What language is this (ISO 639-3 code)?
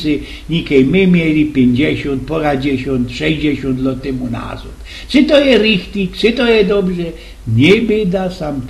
szl